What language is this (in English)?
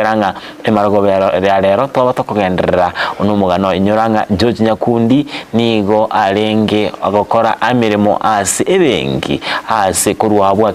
Gusii